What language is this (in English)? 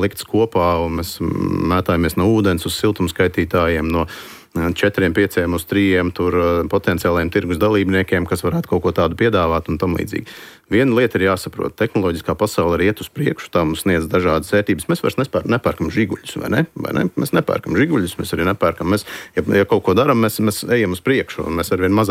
Latvian